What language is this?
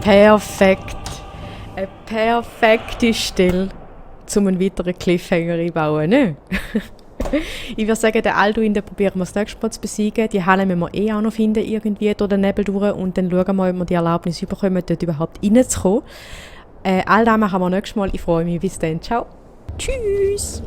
Swiss German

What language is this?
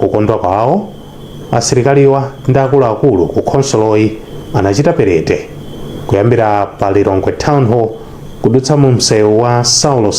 Nyanja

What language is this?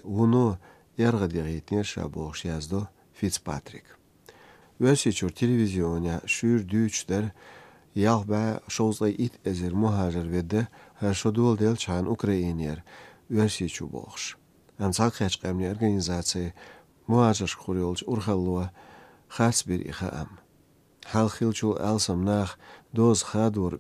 Chechen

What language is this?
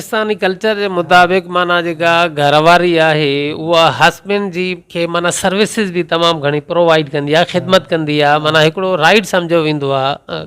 Sindhi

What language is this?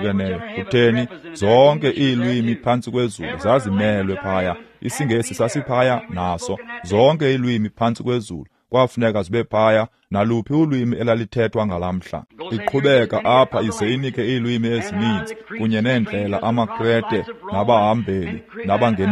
Xhosa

